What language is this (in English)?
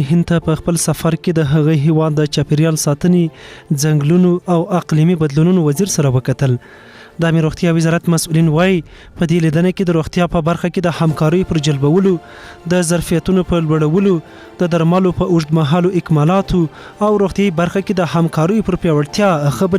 Pashto